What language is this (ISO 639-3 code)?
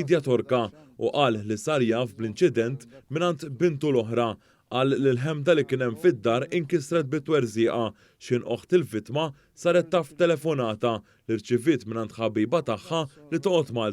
mlt